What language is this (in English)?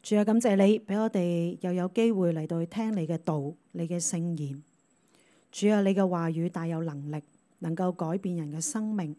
Cantonese